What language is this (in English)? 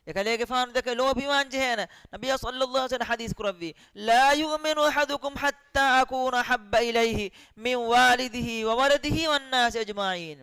Divehi